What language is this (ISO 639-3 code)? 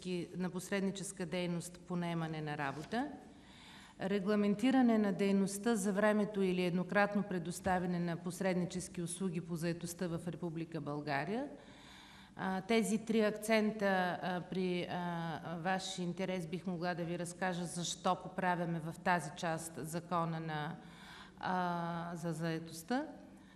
bul